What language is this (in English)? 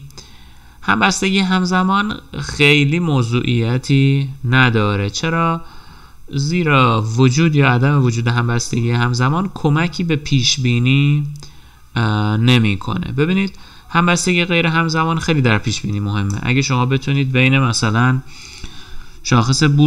Persian